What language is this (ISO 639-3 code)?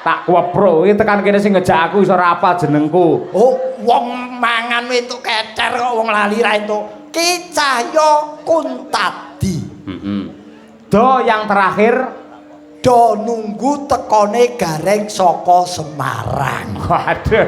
jav